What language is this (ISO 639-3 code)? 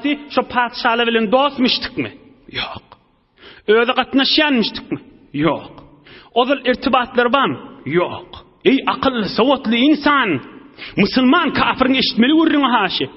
tuk